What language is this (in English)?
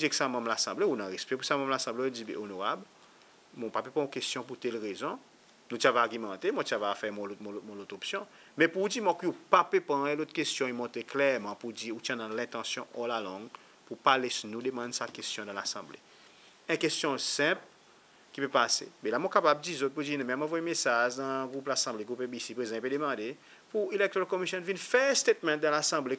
Seselwa Creole French